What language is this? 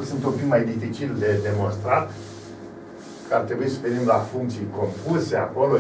Romanian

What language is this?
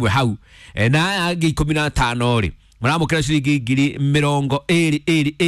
Kikuyu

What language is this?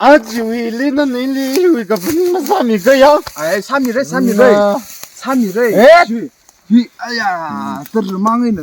Tangkhul Naga (India)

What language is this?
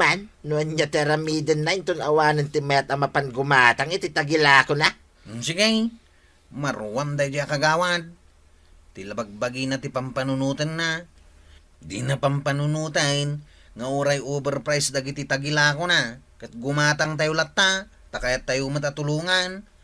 Iloko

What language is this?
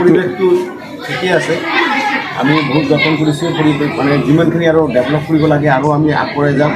Assamese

